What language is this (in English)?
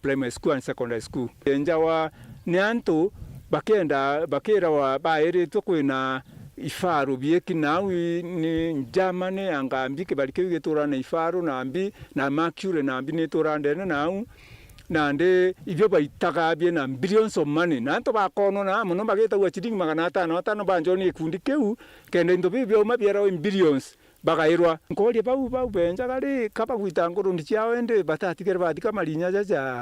Meru